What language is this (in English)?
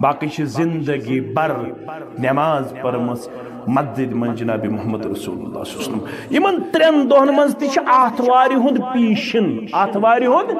Kashmiri